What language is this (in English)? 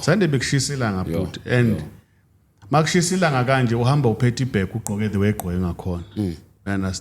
Zulu